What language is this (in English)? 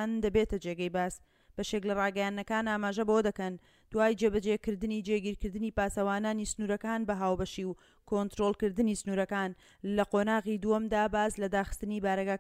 Central Kurdish